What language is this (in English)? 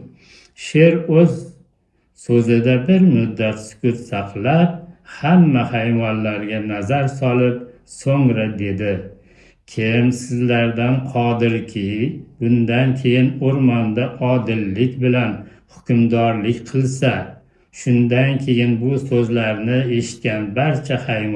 Uzbek